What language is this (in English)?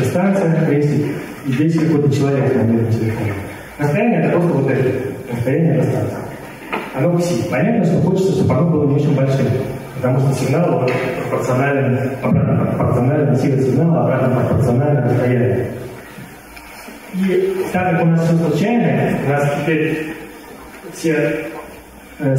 Russian